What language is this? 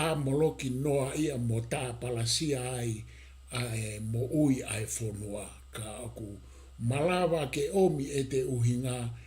Tongan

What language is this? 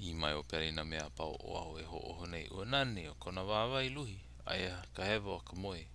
Hawaiian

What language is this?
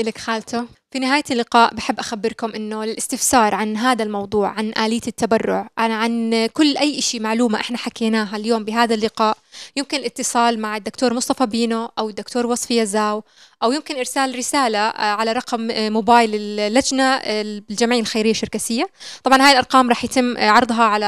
North Levantine Arabic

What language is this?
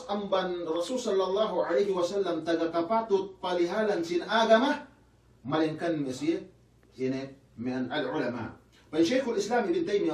Yakan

